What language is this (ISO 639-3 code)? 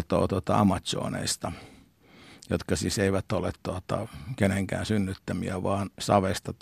fin